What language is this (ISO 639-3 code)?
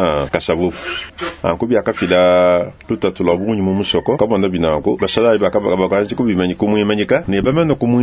lua